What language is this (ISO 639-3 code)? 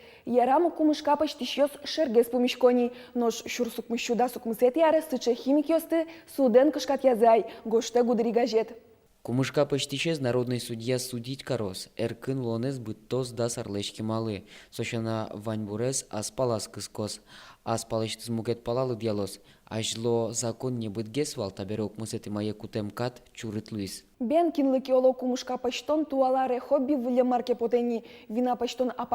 udm